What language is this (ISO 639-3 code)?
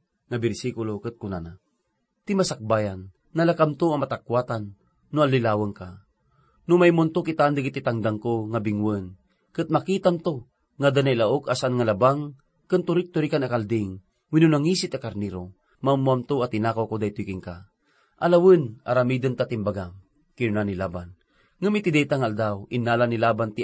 ilo